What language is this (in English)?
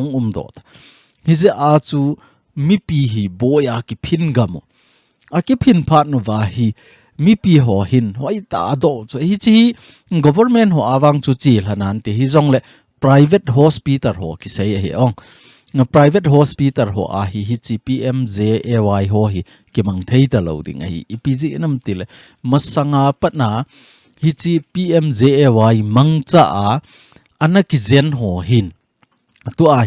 Thado Chin